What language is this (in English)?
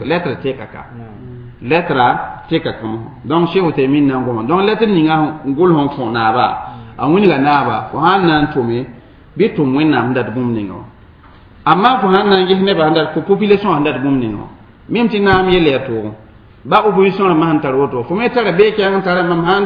Mossi